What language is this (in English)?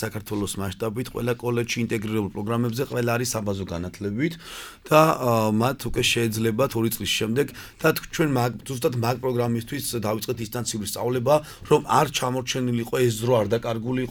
Georgian